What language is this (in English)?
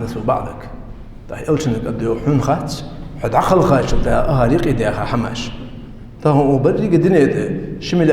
Ingush